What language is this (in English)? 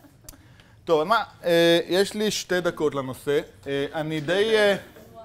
Hebrew